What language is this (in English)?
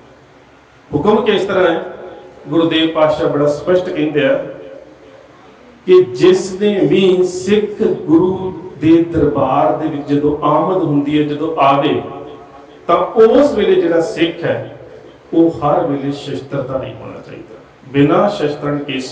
Punjabi